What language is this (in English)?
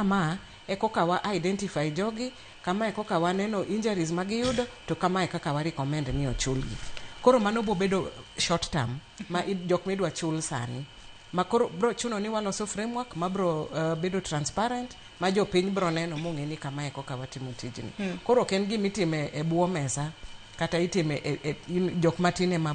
Luo (Kenya and Tanzania)